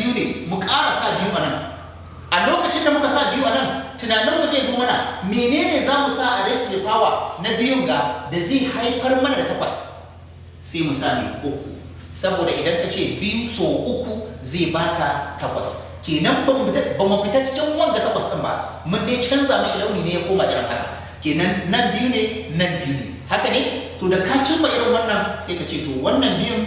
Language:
Hausa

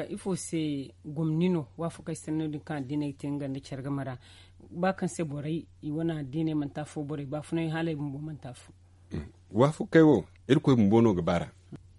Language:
Zarma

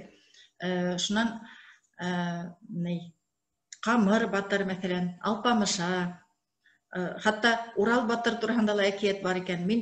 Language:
Bashkir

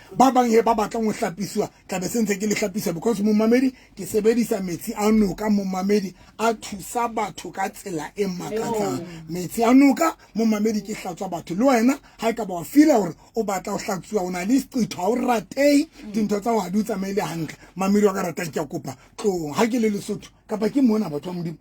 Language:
Southern Sotho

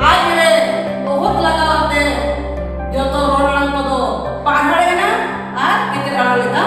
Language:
Santali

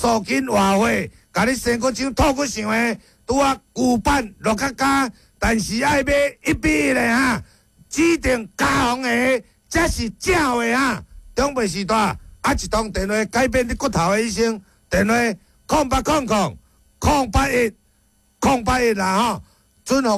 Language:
Min Nan Chinese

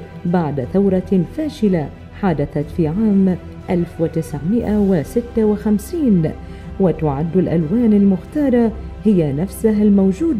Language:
Arabic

